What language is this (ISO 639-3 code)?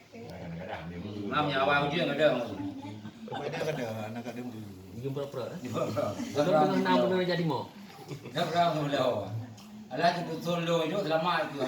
ace